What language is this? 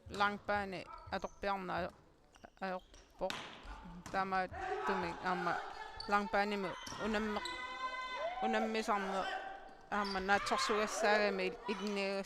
Kalaallisut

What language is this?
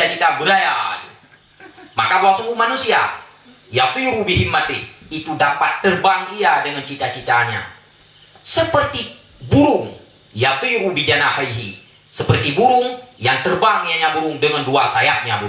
Achinese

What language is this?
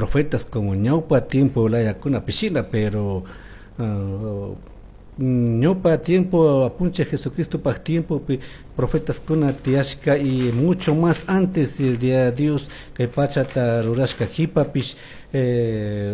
Chimborazo Highland Quichua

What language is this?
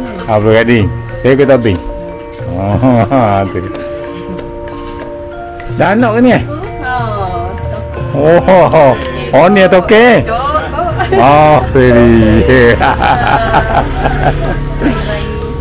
Malay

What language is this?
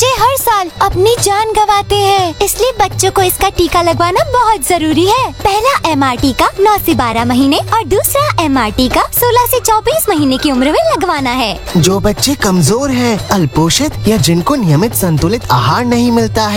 Hindi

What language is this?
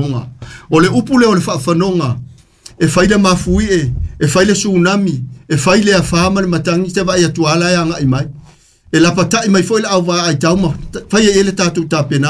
Samoan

